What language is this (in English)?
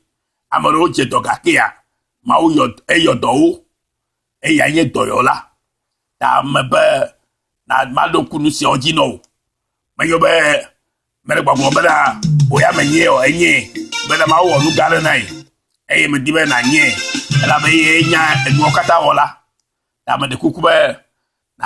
Ewe